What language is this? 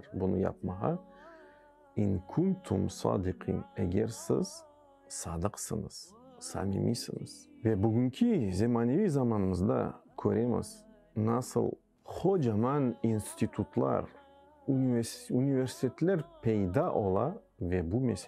Crimean Tatar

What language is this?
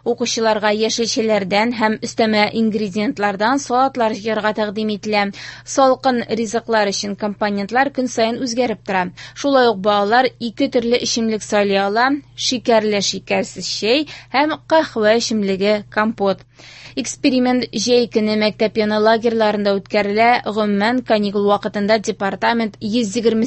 Tatar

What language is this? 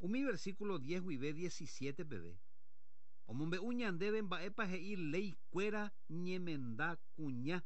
Guarani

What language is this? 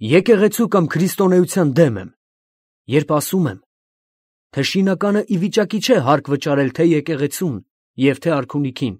Armenian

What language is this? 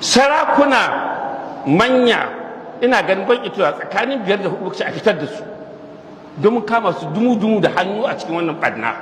Hausa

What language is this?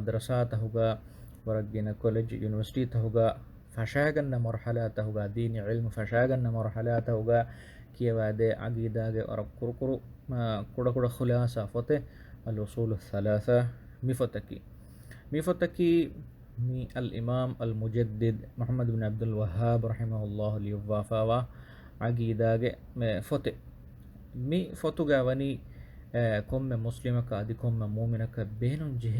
Divehi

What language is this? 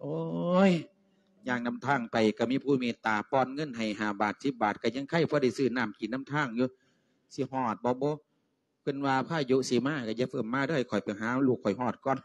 Lao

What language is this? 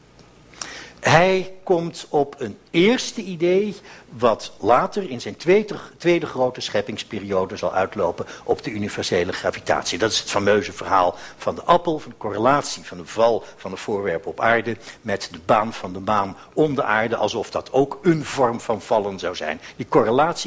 Dutch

